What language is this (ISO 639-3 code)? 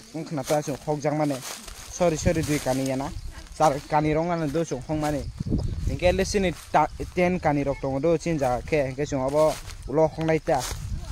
trp